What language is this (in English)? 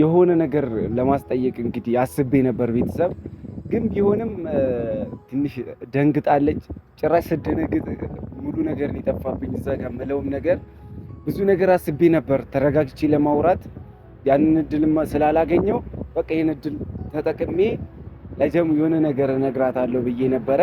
Amharic